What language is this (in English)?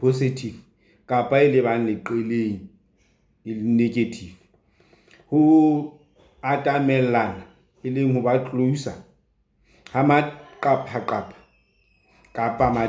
Southern Sotho